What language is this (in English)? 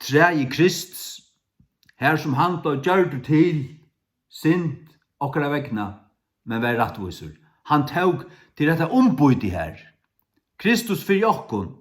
Faroese